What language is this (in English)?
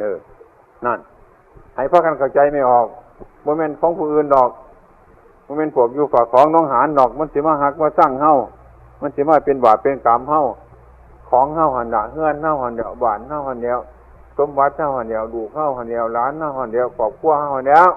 Northeastern Thai